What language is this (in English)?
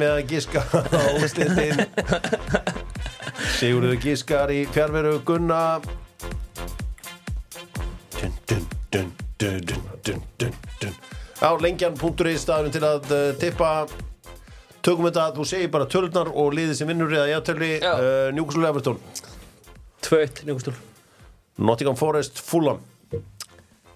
Icelandic